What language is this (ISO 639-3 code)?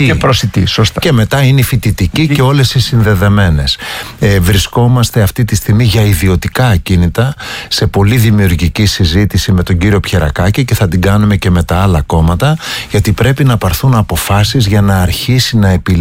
ell